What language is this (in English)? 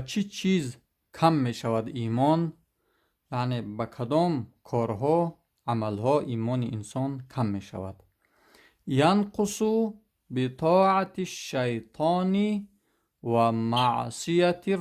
Tajik